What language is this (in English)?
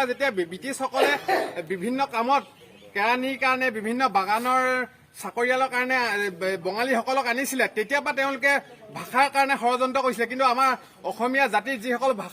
Assamese